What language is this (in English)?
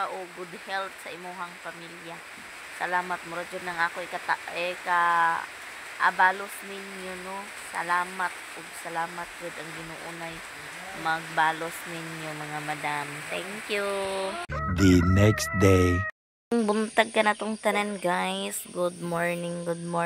Cebuano